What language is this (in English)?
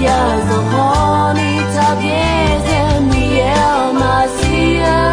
Akha